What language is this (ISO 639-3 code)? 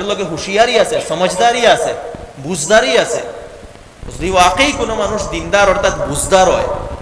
syl